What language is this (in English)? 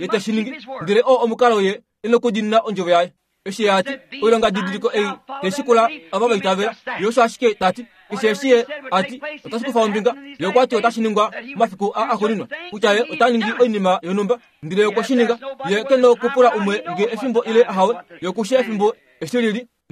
Kuanyama